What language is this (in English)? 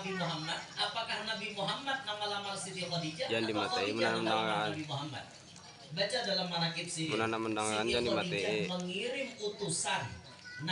Banjar